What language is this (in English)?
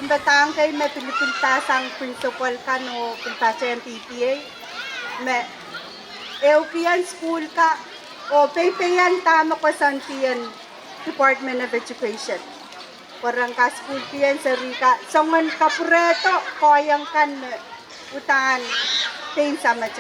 Pohnpeian